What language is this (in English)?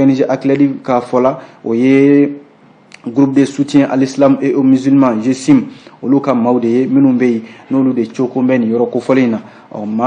Bambara